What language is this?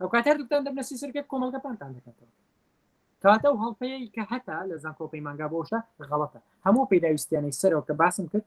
Central Kurdish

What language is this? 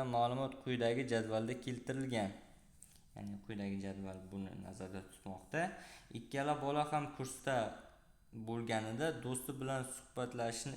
Uzbek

